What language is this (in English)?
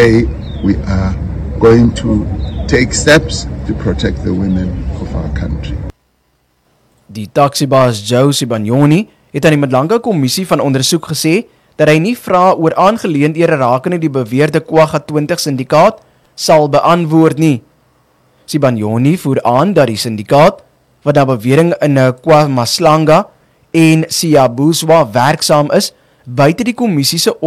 Afrikaans